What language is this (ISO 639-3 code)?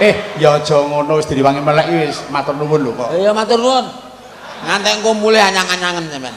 jav